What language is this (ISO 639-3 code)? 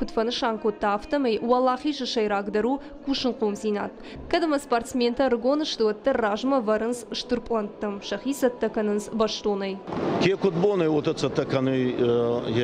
oss